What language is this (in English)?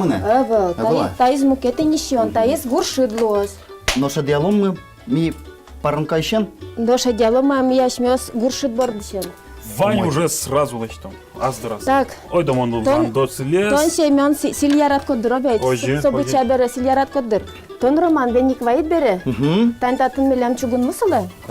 Udmurt